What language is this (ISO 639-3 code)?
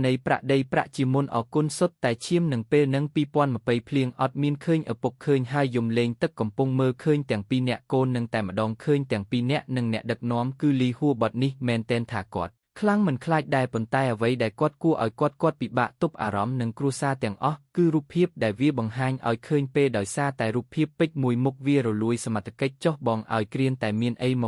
khm